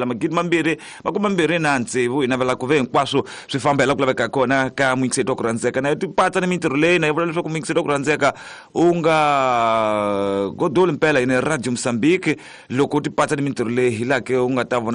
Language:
Tsonga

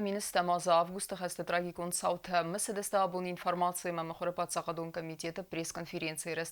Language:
Ossetic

